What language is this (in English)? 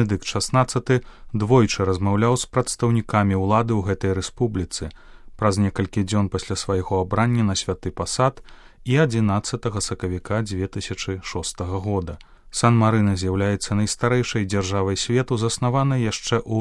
Belarusian